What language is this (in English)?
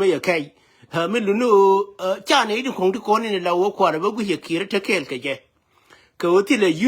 Nuer